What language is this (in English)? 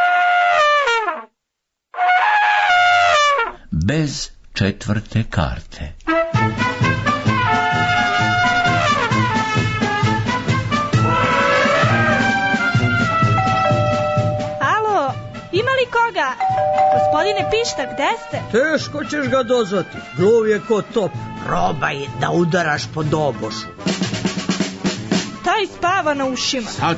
Serbian